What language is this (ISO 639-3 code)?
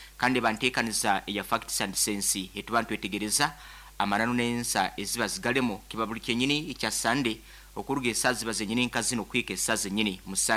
nyo